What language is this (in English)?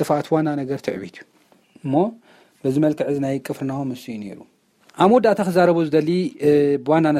Tigrinya